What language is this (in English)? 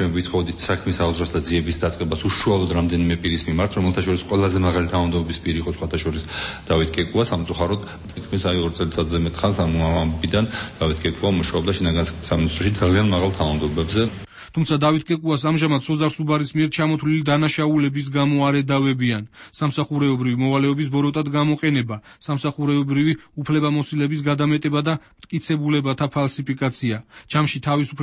Georgian